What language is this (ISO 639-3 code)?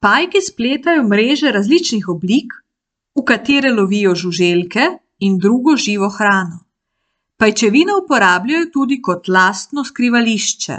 slv